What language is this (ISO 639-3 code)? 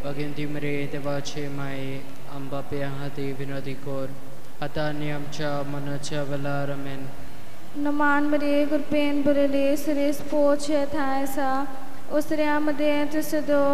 kok